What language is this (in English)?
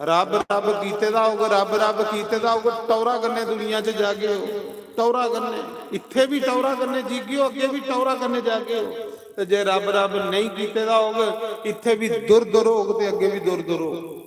Dogri